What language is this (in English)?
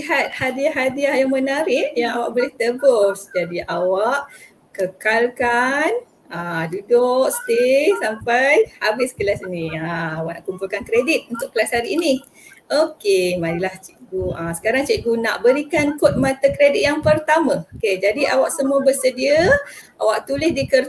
Malay